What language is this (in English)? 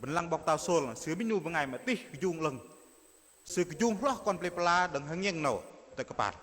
Bahnar